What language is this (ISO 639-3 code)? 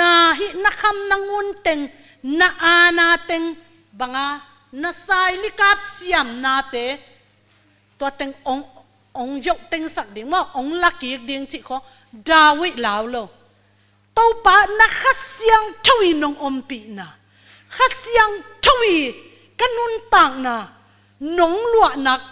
ctd